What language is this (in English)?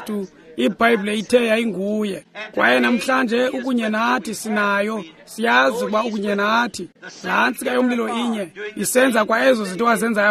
Xhosa